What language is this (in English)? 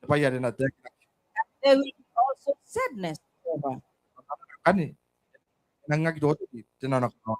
Gilbertese